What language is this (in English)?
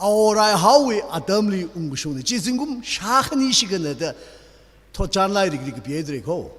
Tangkhul Naga (India)